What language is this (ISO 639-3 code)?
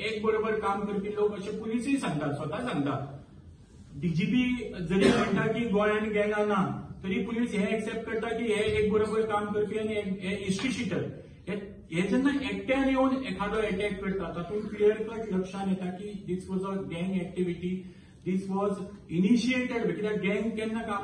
kok